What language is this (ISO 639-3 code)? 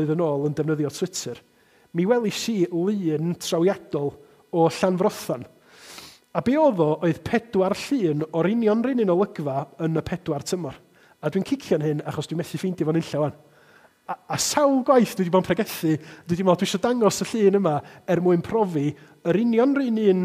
cym